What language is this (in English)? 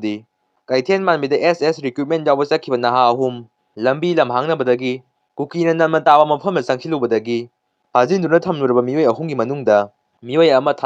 Manipuri